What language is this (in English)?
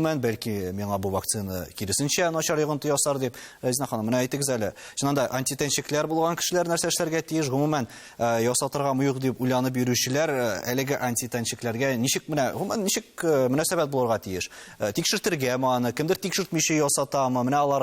Tatar